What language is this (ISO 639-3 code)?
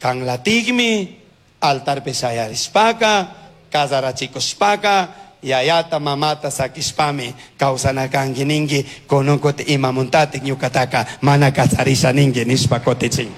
qug